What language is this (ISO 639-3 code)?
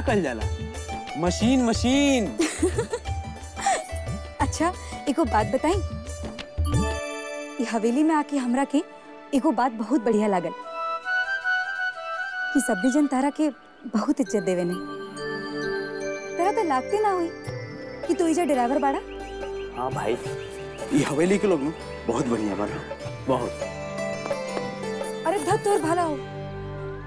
bho